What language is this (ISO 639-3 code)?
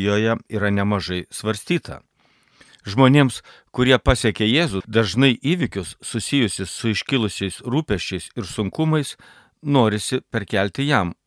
lit